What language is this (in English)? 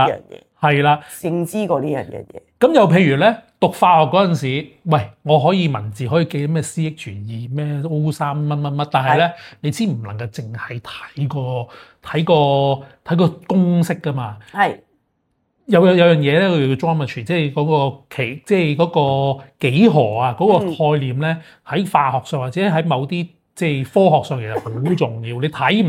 Cantonese